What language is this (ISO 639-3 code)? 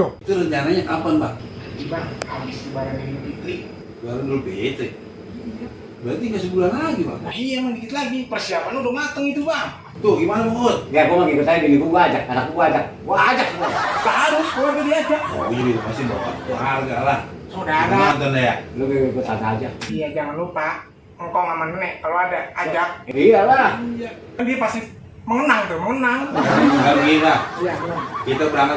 bew